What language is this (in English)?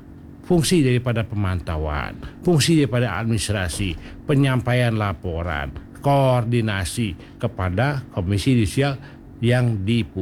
Indonesian